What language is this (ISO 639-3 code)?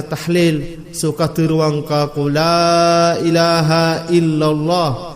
mrw